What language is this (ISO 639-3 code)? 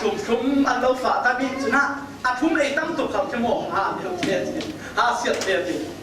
cfm